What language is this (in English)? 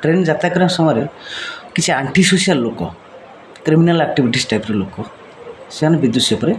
Odia